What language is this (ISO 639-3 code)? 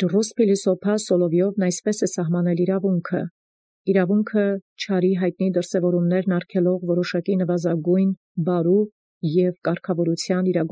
hye